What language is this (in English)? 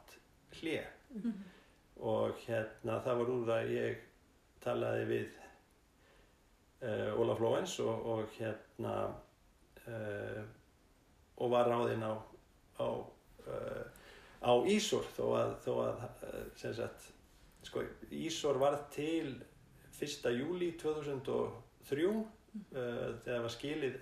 Icelandic